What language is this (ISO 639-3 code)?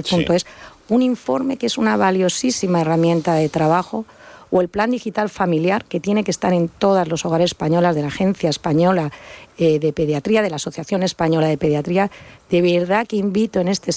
spa